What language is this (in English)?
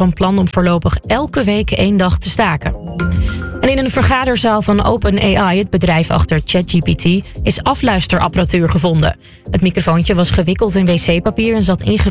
Dutch